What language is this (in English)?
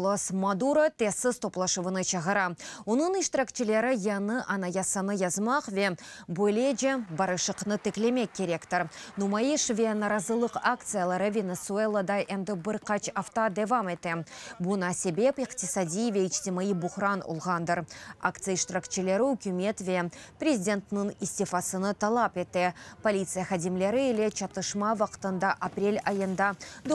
Crimean Tatar